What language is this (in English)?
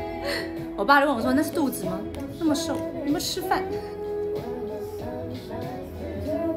Chinese